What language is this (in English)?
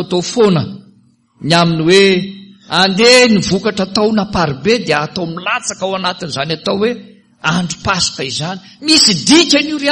Malagasy